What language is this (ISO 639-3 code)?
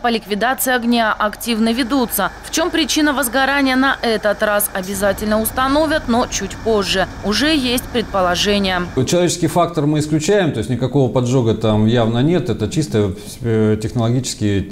rus